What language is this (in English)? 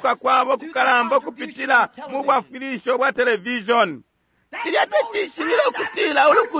Bemba